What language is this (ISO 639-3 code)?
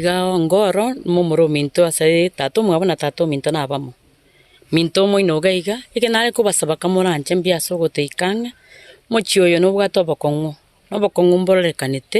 guz